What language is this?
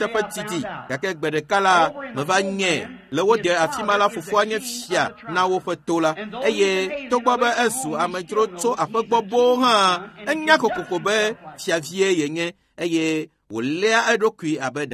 Ewe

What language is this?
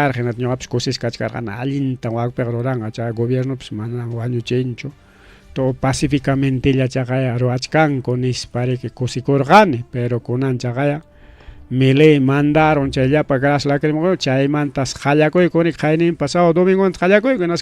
Ayacucho Quechua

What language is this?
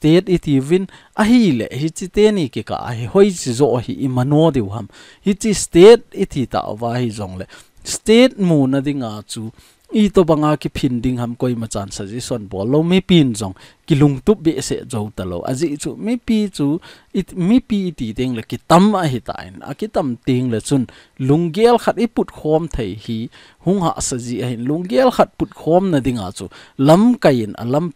Thado Chin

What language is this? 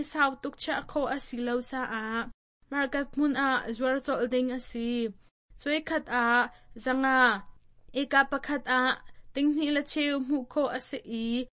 Hakha Chin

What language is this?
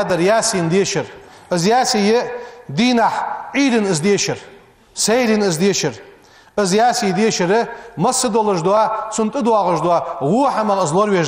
Ingush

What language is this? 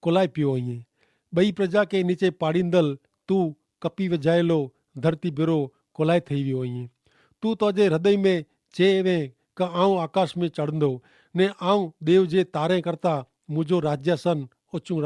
Kachhi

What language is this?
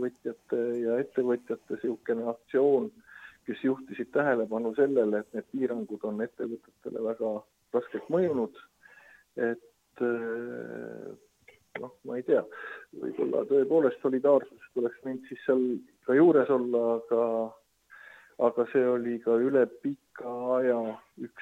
Estonian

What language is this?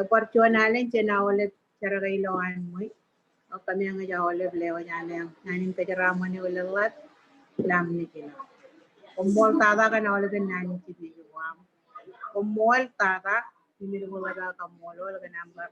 Marshallese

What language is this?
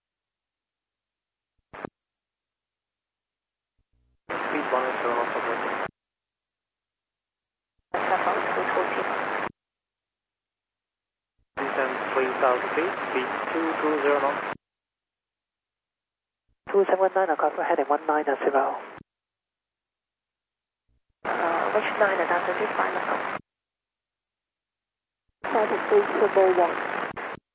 English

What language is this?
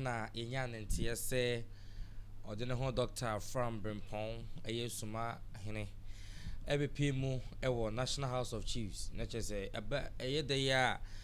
Akan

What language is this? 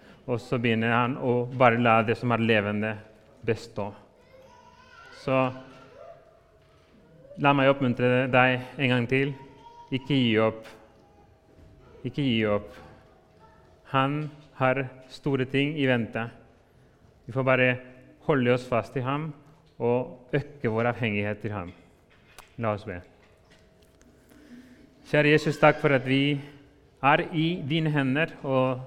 Norwegian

